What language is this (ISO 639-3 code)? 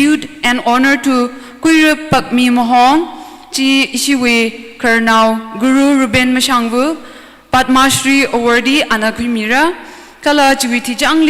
nmf